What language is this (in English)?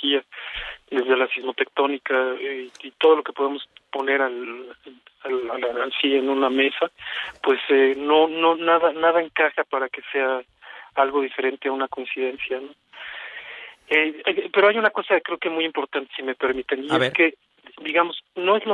Spanish